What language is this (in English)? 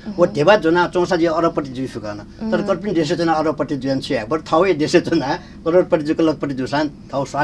Newari